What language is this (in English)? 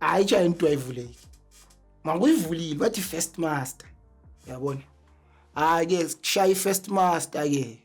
Zulu